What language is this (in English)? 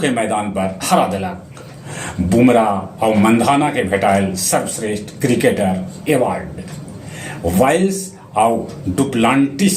Magahi